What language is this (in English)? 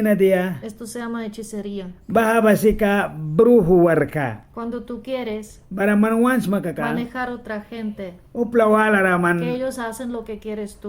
Mískito